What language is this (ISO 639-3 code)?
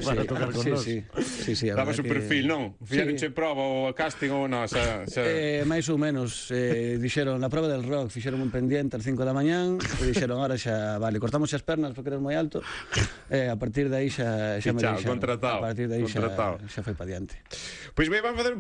glg